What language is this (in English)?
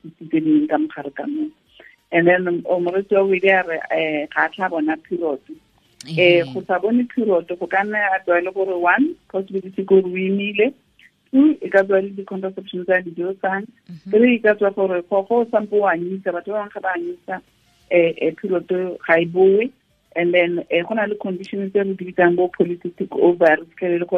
Tswana